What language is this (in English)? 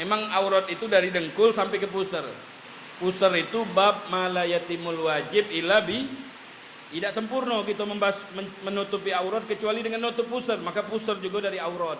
Musi